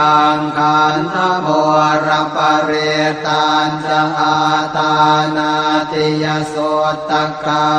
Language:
Pali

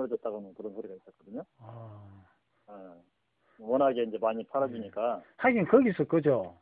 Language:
Korean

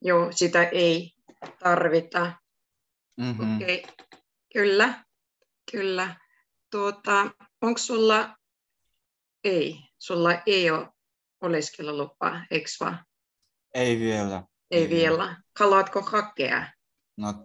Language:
Finnish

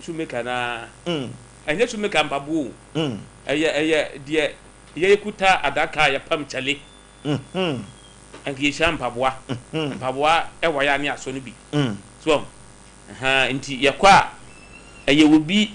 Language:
Akan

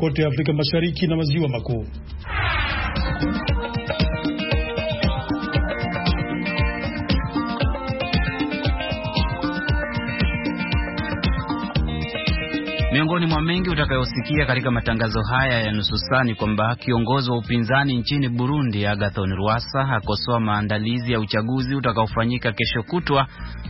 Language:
Swahili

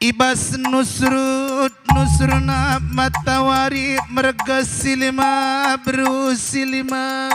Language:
Batak Karo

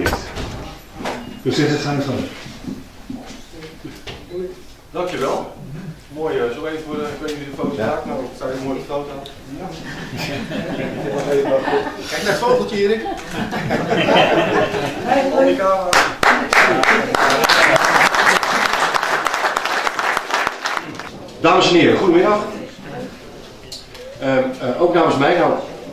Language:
Dutch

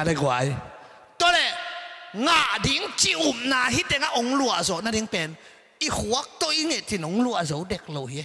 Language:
Tedim Chin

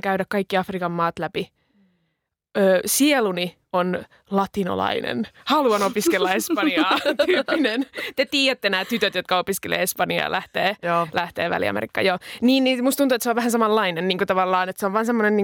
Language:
Finnish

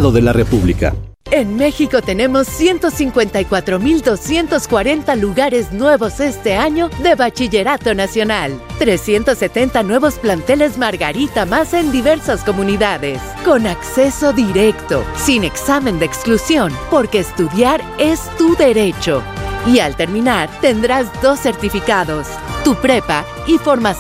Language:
Spanish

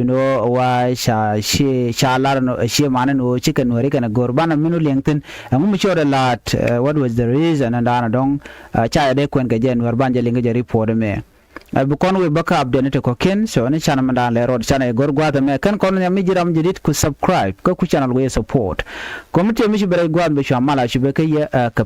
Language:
Nuer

